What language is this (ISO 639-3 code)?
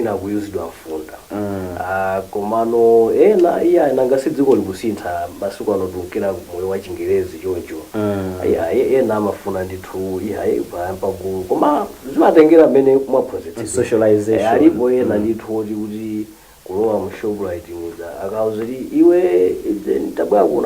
nya